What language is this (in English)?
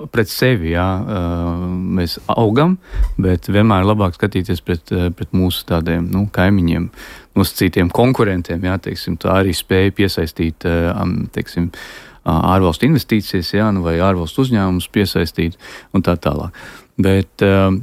Latvian